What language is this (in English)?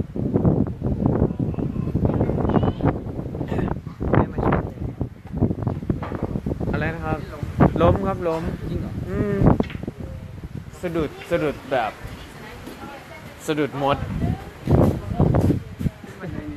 Thai